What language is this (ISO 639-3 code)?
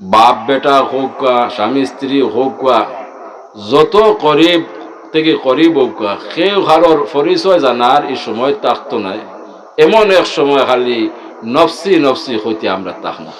syl